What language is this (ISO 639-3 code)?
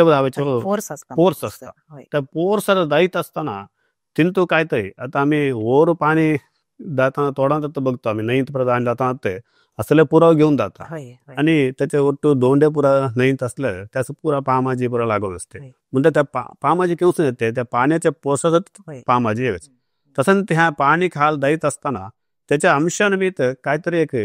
kok